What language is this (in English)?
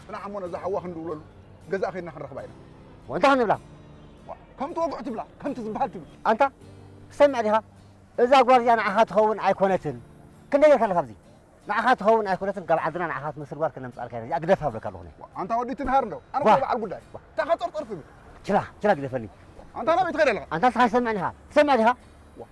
Tigrinya